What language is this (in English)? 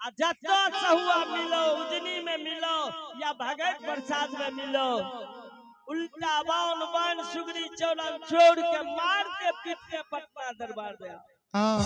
Maithili